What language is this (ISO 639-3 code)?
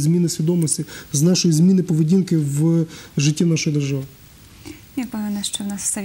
ukr